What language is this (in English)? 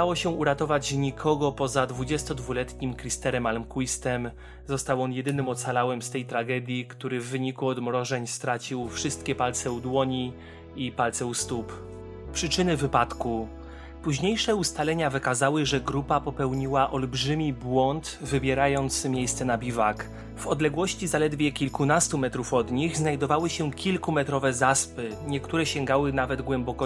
Polish